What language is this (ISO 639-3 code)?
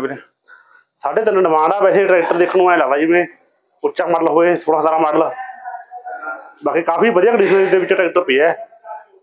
pan